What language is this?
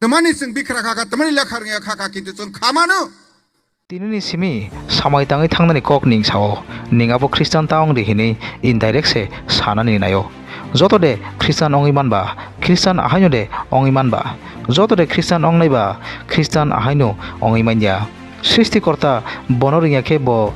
Kok Borok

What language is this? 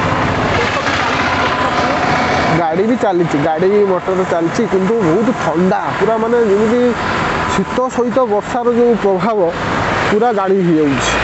Odia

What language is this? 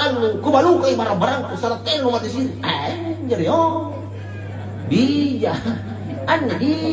Makasar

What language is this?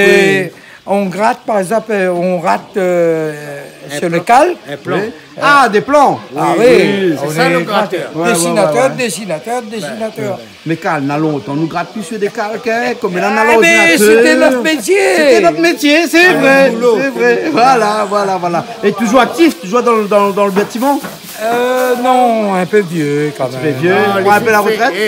Réunion Creole French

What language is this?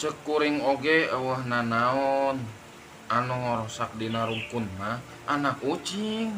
Sundanese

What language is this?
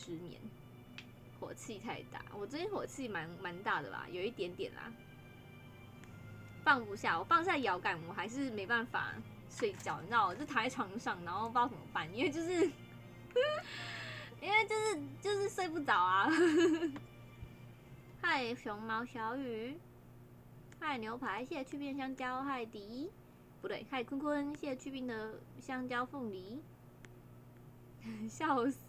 Chinese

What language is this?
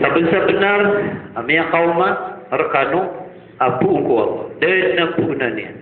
Maranao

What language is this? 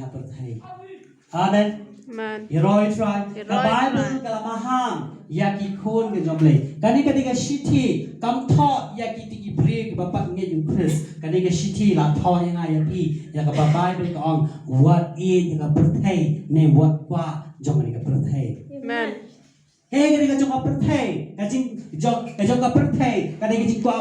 Khasi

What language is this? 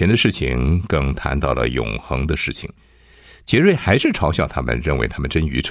Chinese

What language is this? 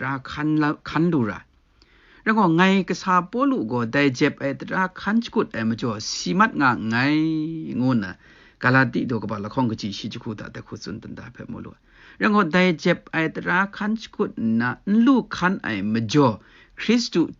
Kachin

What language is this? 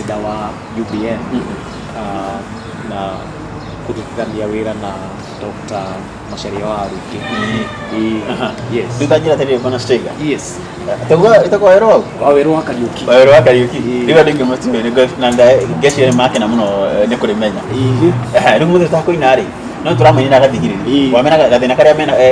Kikuyu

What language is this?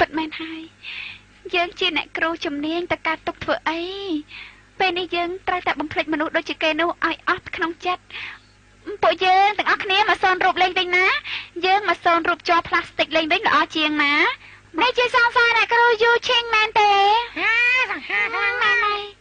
Khmer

